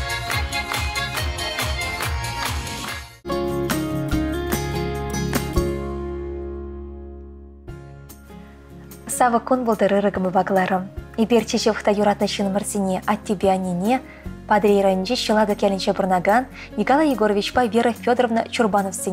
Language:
Chuvash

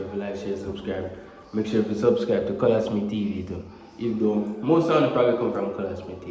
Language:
Jamaican Creole English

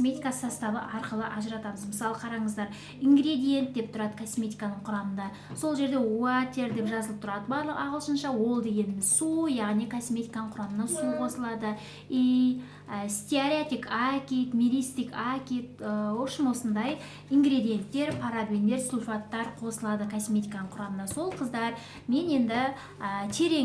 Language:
Kazakh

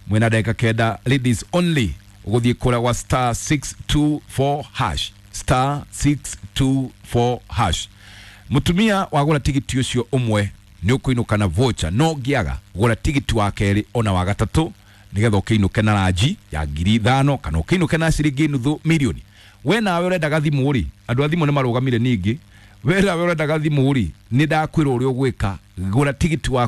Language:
Kikuyu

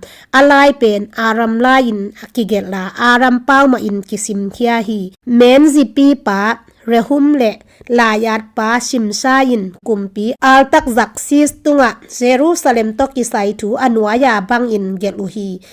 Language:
Tedim Chin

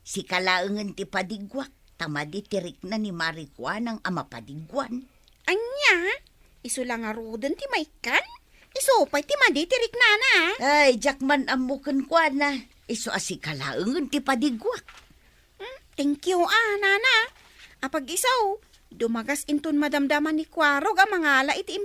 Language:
Iloko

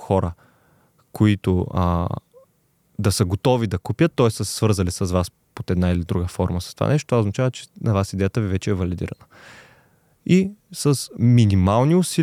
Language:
Bulgarian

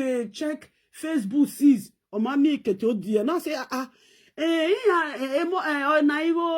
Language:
Nigerian Pidgin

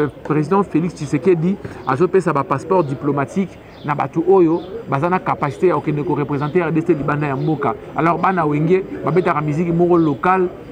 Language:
Lingala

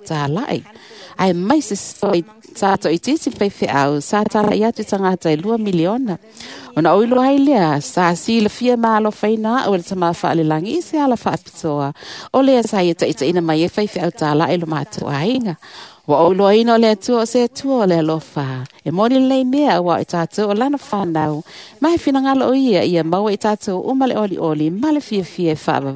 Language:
Samoan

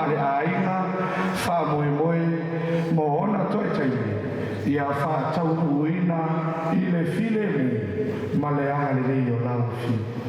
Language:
Samoan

